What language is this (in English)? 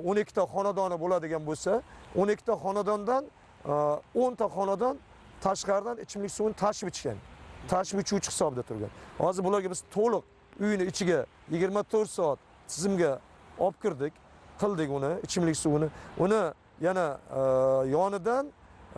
Uzbek